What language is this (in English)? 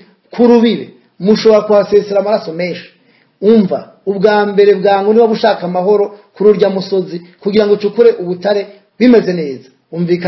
Rundi